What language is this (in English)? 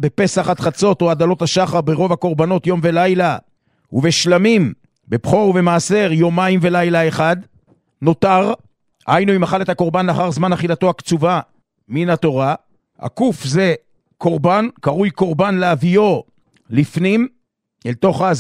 Hebrew